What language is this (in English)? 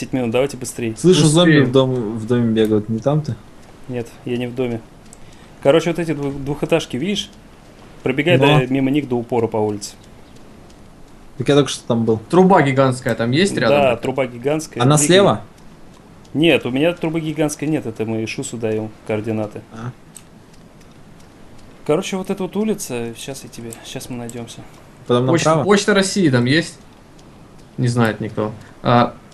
Russian